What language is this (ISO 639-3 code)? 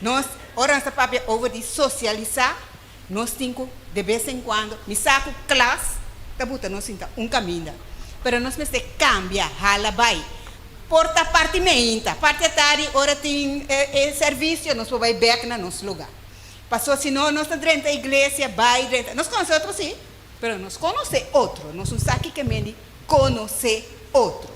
pap